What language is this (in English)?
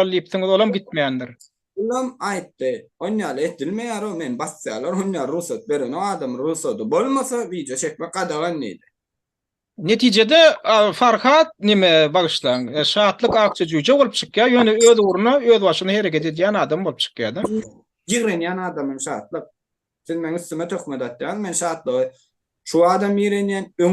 Turkmen